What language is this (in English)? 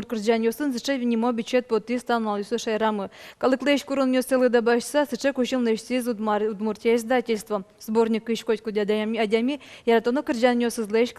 Udmurt